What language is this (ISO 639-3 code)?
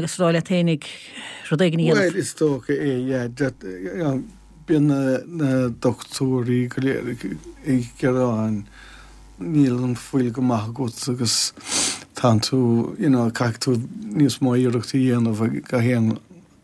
gle